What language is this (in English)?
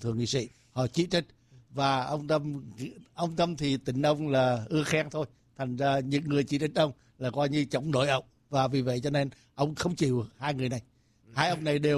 Vietnamese